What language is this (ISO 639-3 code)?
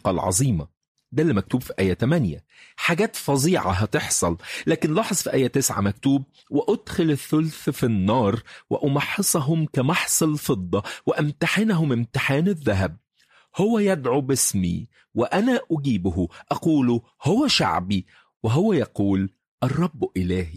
arz